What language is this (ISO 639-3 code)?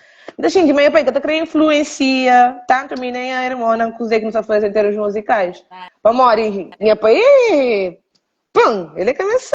kea